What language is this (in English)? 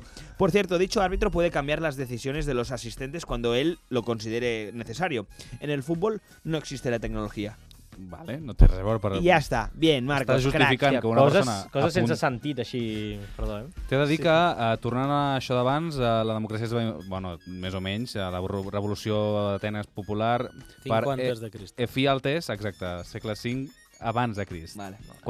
Catalan